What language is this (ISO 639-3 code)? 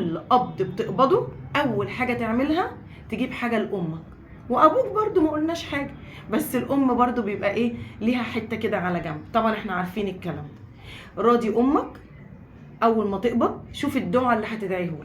arz